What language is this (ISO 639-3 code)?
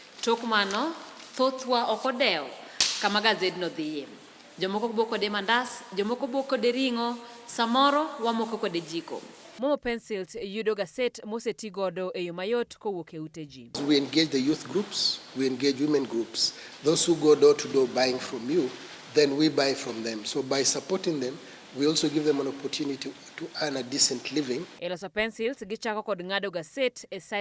luo